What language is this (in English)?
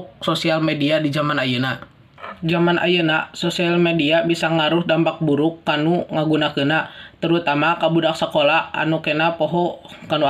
Sundanese